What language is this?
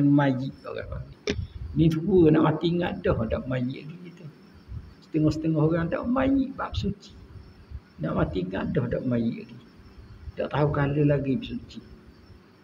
Malay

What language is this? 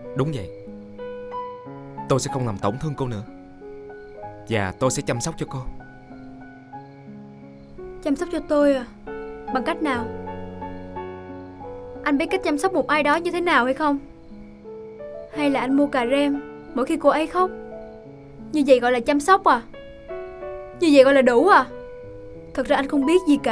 Vietnamese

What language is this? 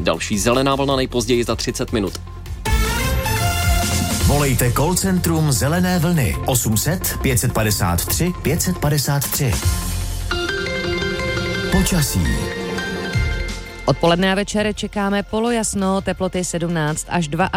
Czech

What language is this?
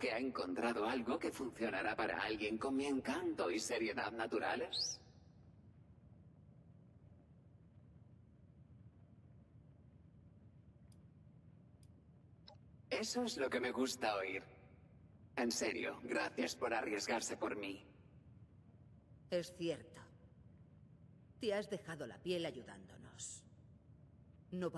Spanish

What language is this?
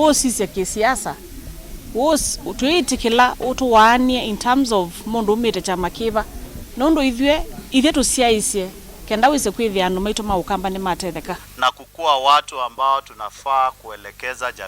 Kamba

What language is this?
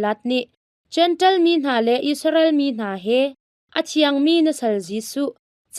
Hakha Chin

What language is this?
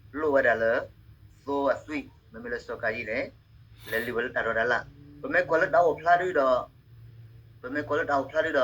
S'gaw Karen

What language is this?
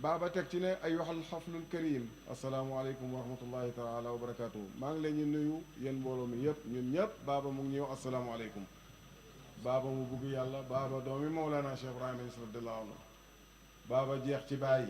Wolof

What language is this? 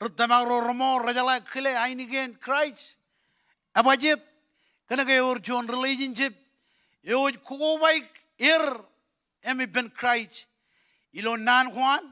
Marshallese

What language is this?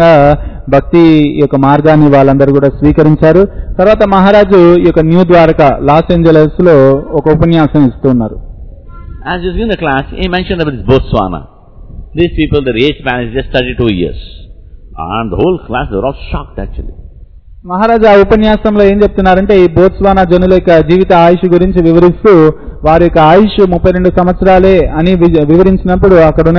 Telugu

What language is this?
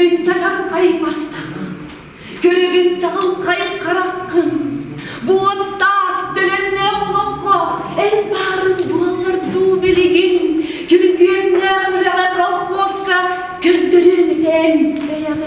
Yakut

